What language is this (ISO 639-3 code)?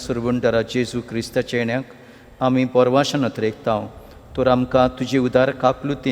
kok